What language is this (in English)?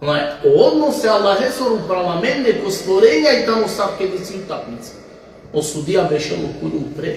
Balkan Romani